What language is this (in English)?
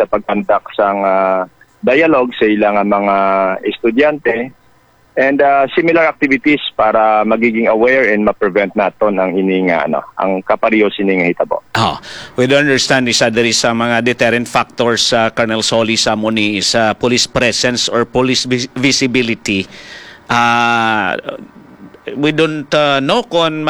Hiligaynon